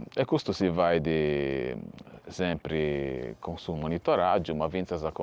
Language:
Sardinian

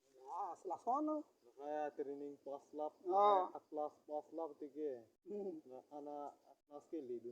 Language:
Karbi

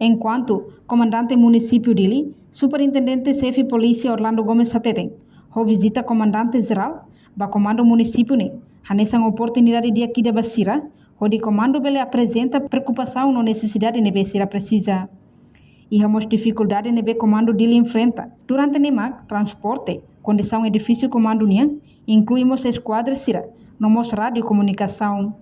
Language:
Tetum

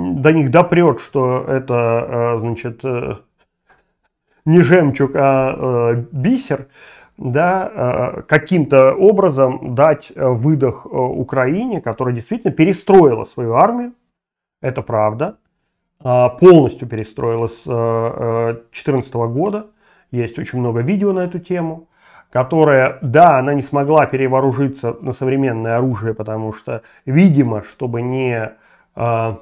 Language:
Russian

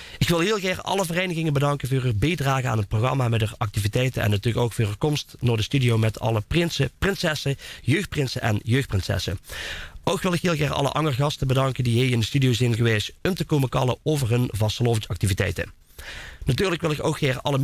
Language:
Limburgish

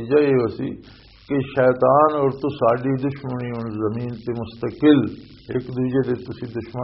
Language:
Western Panjabi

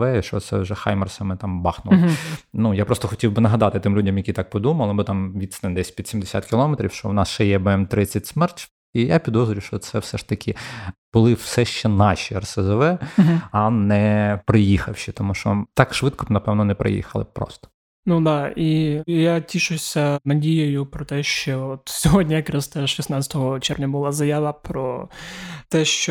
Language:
Ukrainian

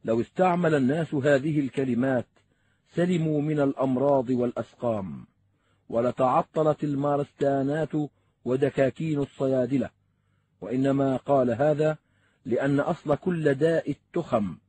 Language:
Arabic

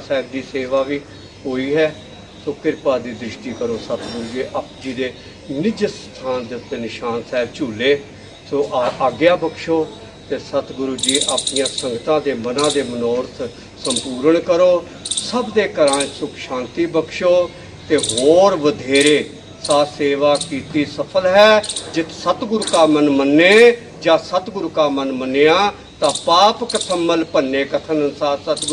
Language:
Punjabi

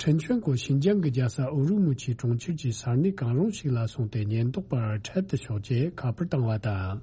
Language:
Tibetan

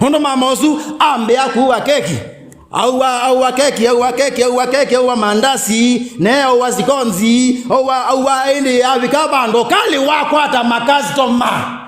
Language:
Kamba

